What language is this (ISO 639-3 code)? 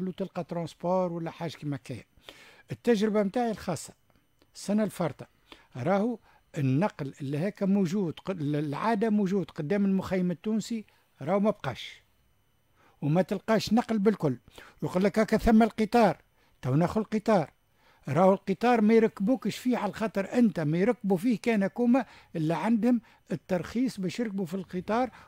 aeb